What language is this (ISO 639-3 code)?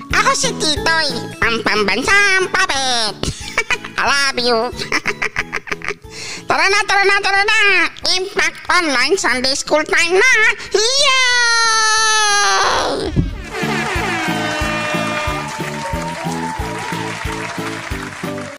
fil